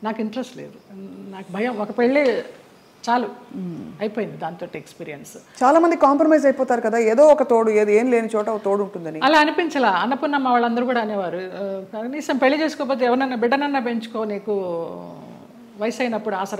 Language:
Telugu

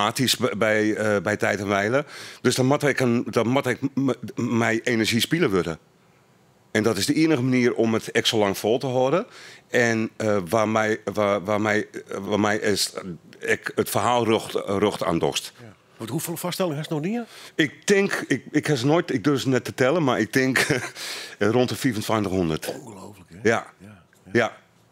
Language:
Dutch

